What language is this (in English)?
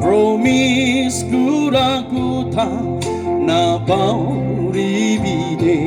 Naga Pidgin